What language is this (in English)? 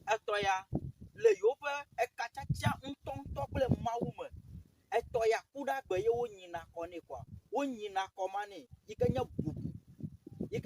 Ewe